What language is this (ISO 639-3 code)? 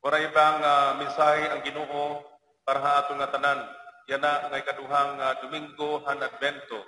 war